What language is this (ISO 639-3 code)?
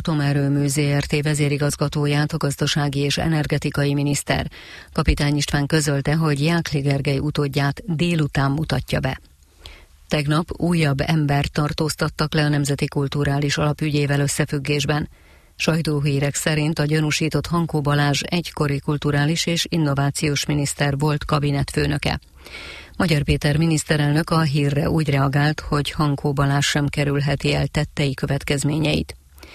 hun